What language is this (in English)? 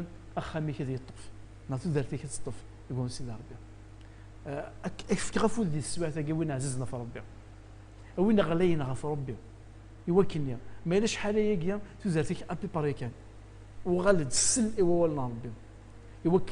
Kabyle